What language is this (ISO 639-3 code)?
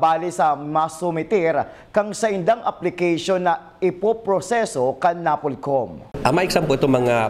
bik